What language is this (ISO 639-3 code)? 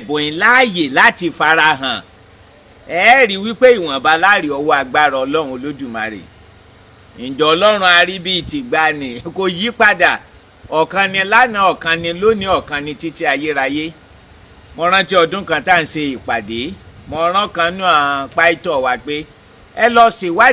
yor